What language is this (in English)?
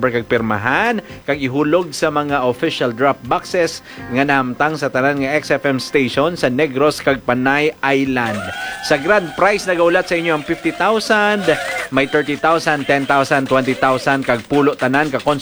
Hiligaynon